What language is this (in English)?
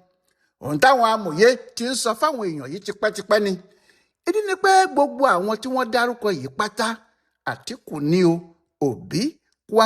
Yoruba